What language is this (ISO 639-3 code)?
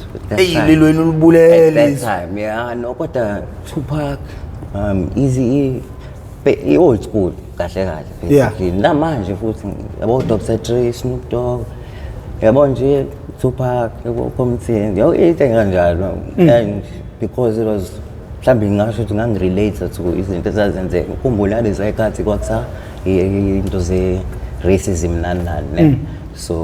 zul